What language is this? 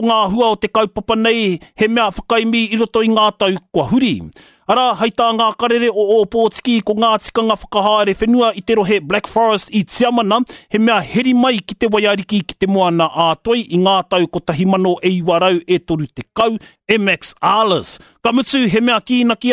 Māori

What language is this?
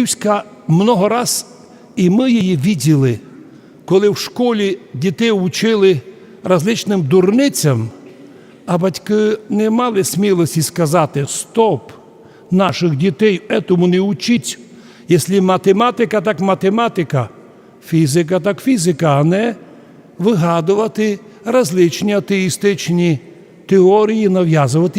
Rusyn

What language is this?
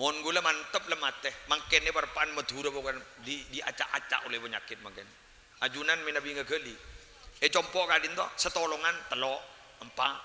Madurese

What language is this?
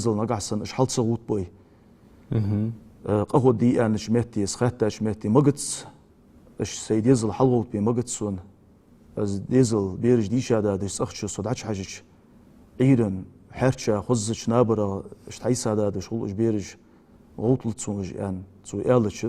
Ingush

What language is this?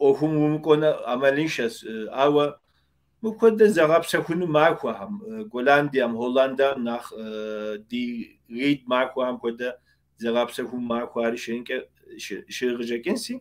Kabardian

